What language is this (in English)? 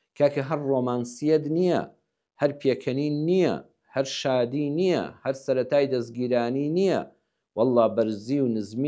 Central Kurdish